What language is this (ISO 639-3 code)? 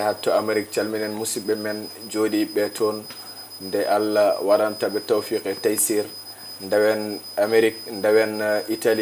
ful